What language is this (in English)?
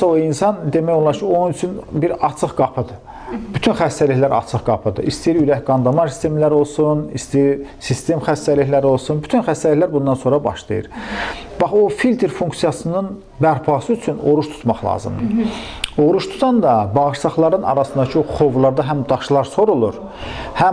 Azerbaijani